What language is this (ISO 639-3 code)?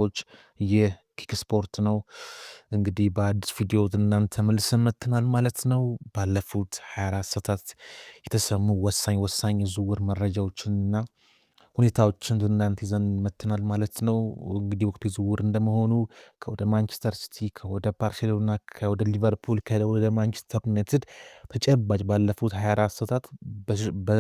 amh